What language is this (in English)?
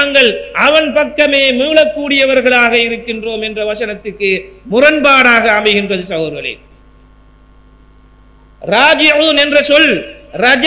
Tamil